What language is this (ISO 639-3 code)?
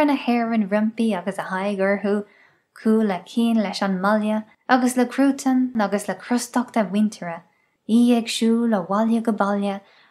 gle